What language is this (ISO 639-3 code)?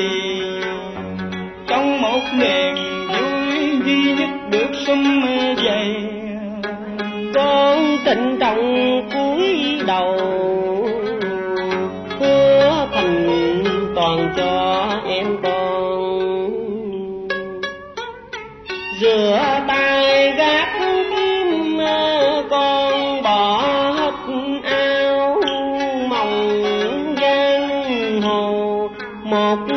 vie